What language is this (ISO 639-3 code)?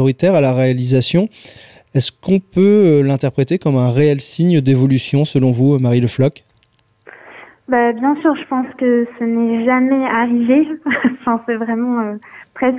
fra